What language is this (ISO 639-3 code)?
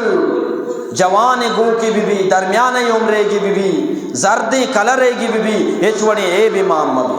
bgp